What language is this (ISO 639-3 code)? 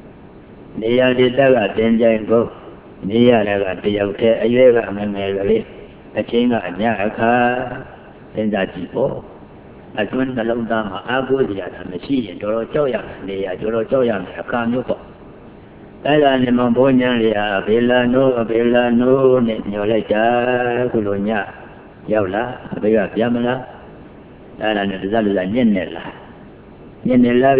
mya